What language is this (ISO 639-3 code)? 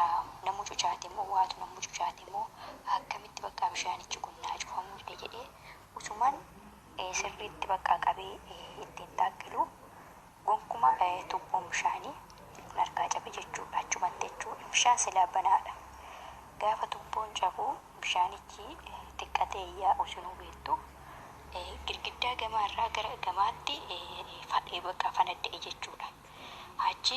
orm